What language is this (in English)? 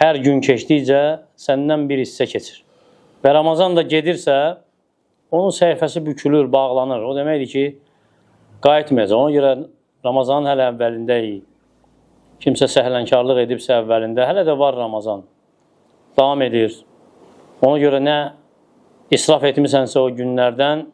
Azerbaijani